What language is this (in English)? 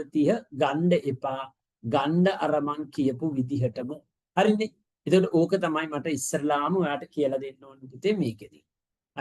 Sinhala